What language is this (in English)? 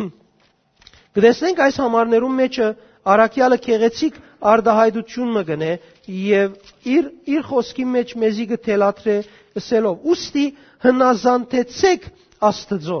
Western Armenian